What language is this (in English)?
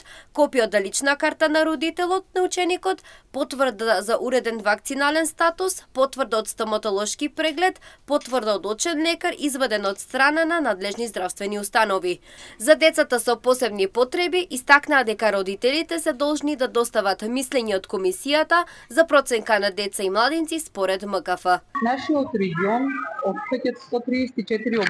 Macedonian